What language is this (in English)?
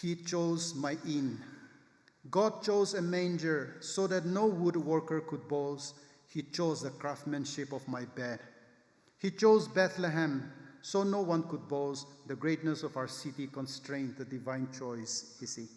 Angami Naga